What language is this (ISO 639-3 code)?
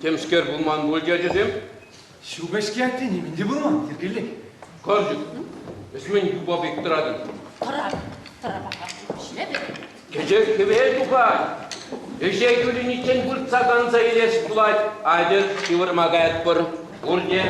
chv